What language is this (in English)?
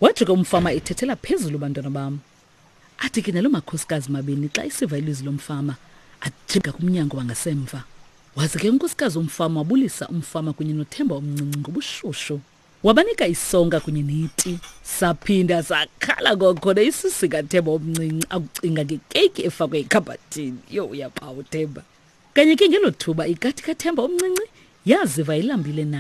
Xhosa